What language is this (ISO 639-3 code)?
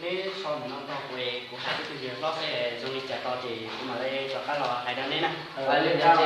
hmn